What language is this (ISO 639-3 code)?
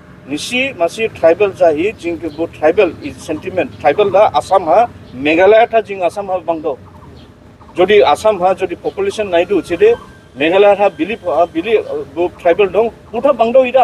dis